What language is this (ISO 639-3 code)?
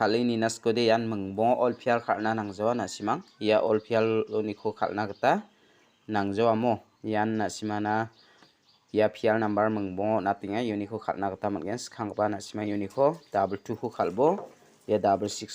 grt